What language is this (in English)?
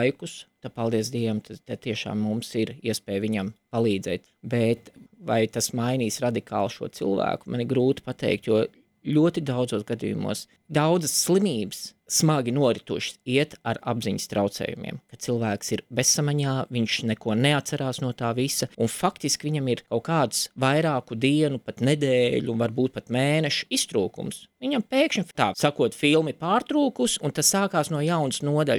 Latvian